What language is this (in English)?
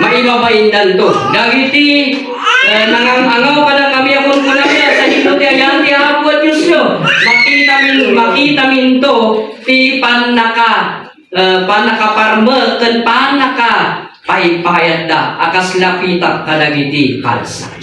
Iloko